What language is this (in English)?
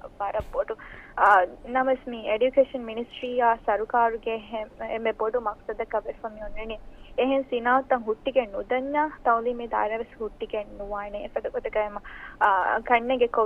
Divehi